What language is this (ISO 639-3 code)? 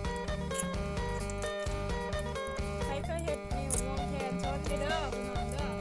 lao